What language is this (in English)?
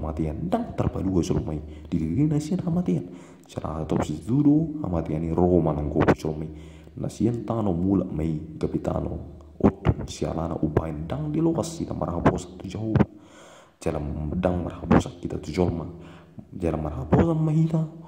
Batak Toba